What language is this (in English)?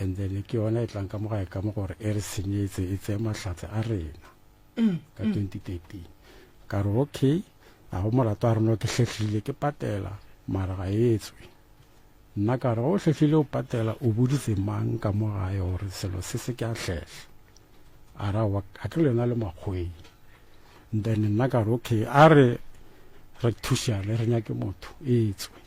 Northern Sotho